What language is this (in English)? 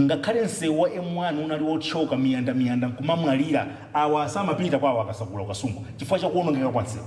Nyanja